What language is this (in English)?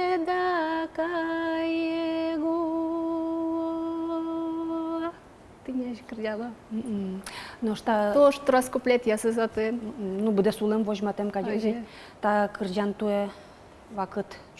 Udmurt